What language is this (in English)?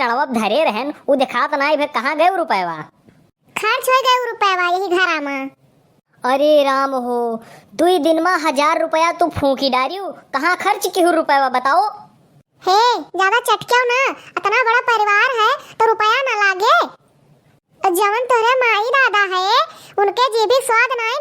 Awadhi